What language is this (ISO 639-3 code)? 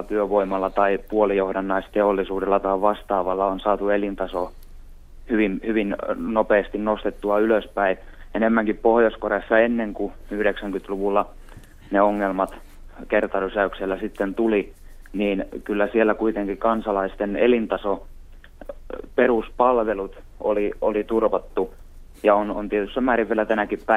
fin